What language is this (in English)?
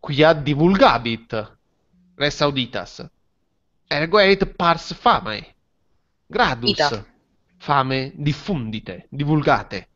Latin